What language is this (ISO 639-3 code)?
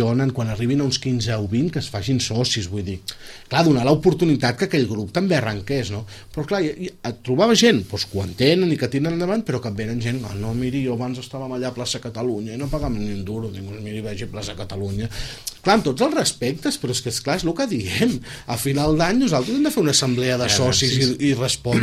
cat